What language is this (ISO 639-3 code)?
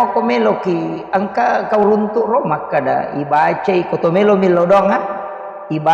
bug